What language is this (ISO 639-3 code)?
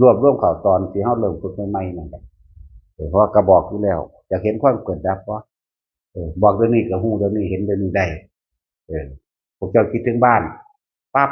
tts